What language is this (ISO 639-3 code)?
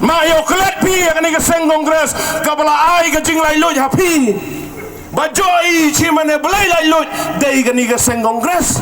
kha